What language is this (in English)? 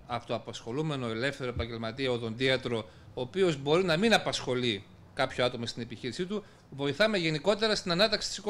Greek